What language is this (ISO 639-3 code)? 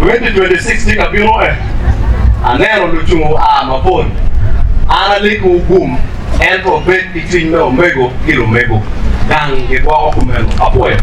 ach